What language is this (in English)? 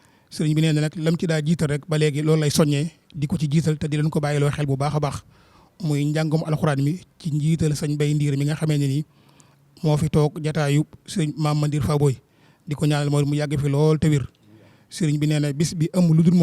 Wolof